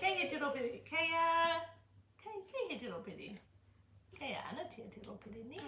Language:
Māori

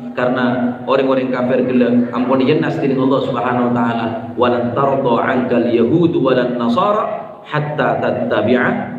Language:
Madurese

